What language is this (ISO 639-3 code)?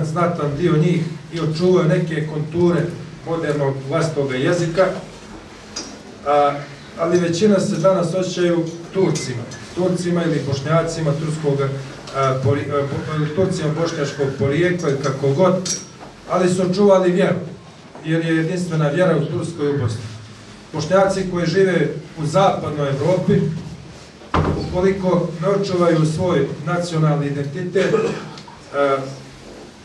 bos